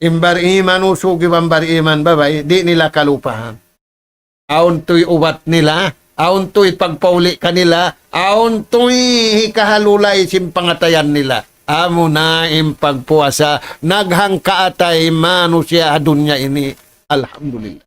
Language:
Tausug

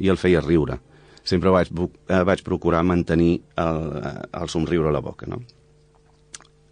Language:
Catalan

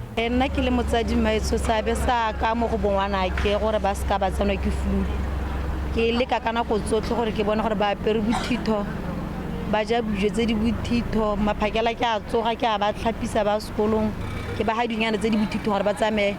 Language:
Tswana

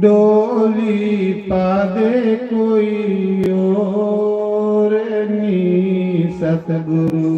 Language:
Dogri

